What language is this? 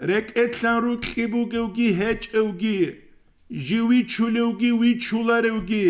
Avaric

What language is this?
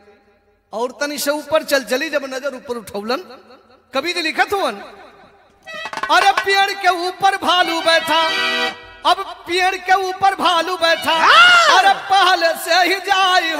Bhojpuri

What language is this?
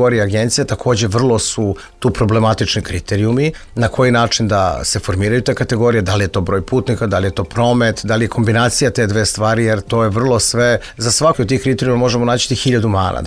Serbian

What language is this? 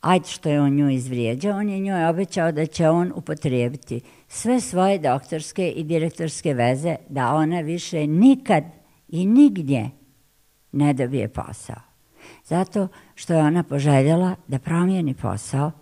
Bosnian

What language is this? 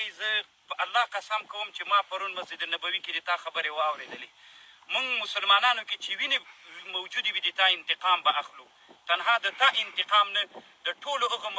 Pashto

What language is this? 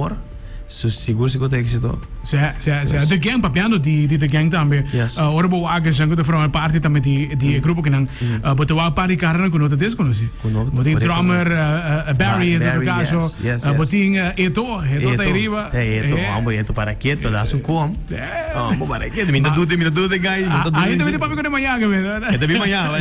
Papiamento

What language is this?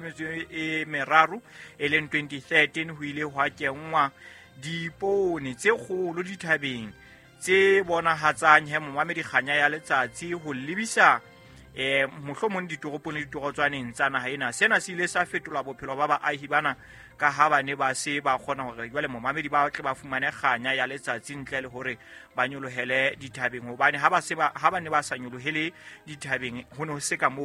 Southern Sotho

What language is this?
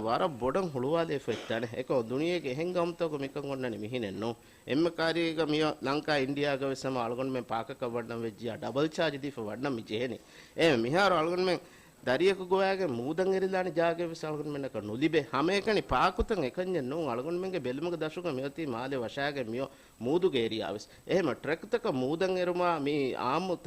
Divehi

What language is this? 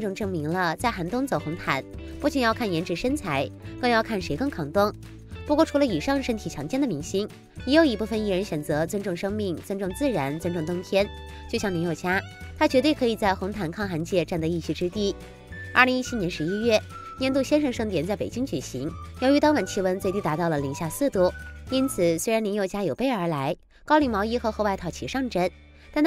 Chinese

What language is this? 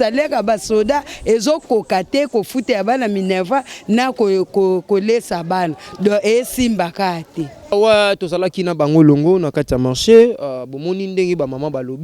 Lingala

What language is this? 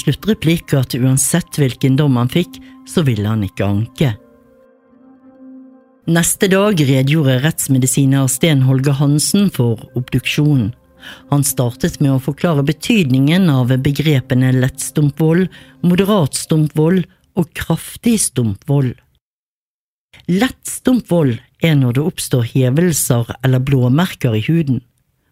Norwegian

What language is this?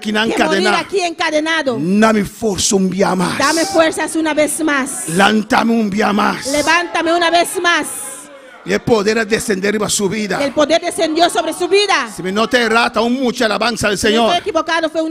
Papiamento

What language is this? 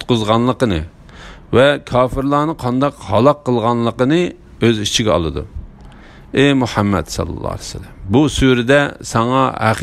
Uyghur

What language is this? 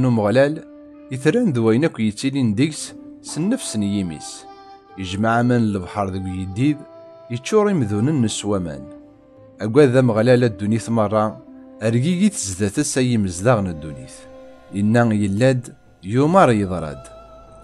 Kabyle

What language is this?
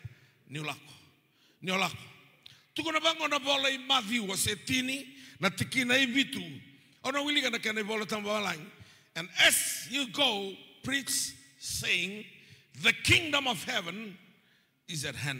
Fijian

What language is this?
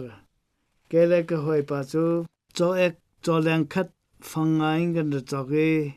Hakha Chin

